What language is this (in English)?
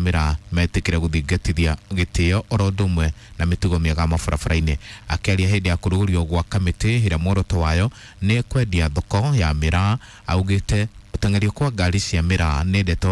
Kikuyu